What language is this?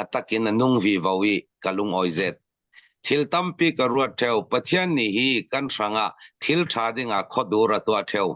Hakha Chin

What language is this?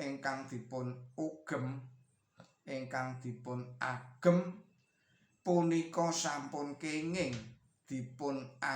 Javanese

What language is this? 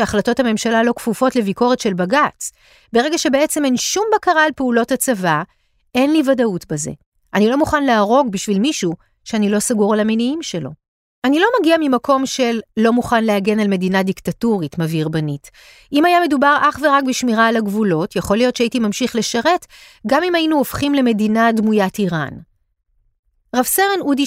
Hebrew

